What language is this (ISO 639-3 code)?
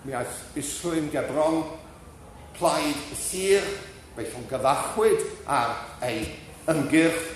cym